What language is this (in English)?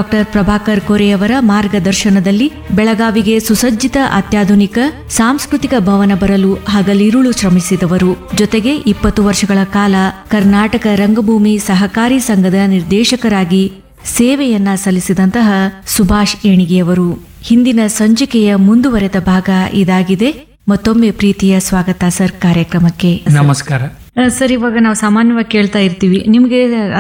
Kannada